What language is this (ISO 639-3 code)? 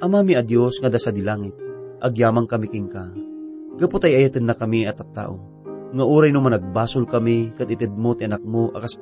ilo